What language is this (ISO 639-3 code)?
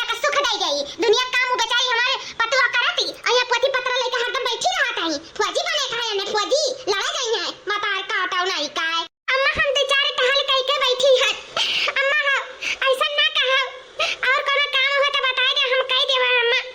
awa